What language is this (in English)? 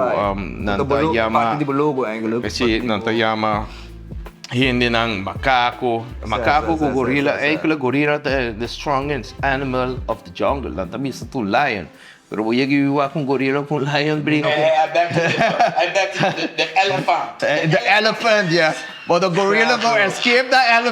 Papiamento